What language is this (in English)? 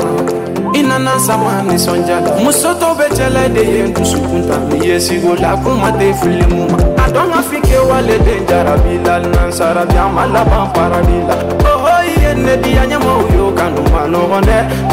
Bambara